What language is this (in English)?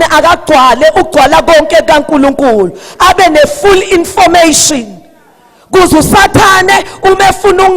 Zulu